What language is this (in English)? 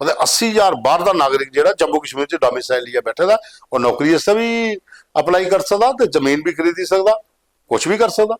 Dogri